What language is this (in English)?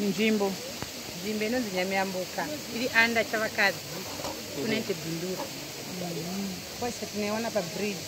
Shona